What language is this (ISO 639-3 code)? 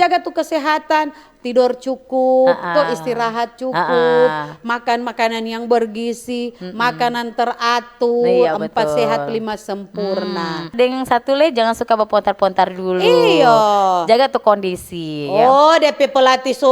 xmm